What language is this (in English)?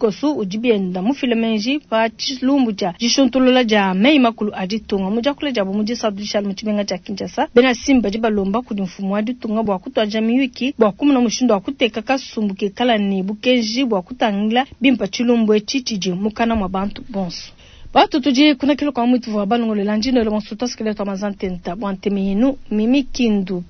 Luba-Lulua